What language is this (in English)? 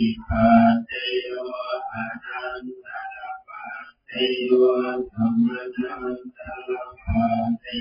Pali